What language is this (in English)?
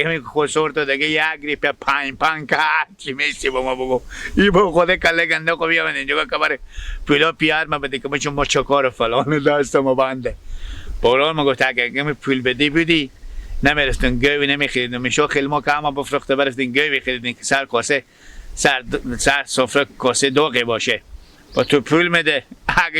Persian